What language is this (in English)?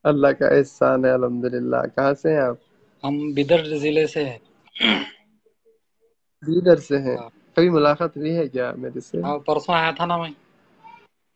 Urdu